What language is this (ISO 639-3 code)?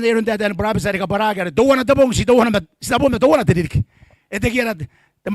gil